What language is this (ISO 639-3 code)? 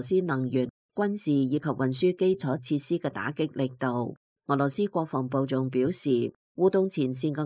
yue